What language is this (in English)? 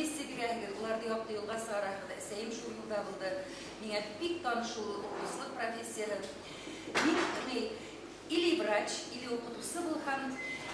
Bashkir